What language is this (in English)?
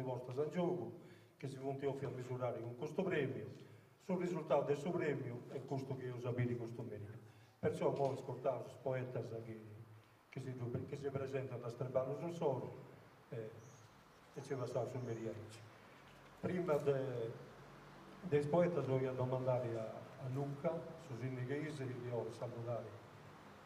Sardinian